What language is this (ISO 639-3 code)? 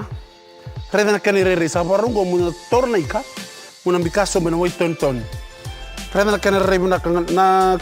fij